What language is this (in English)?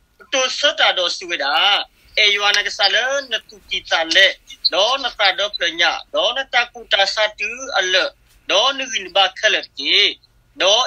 S'gaw Karen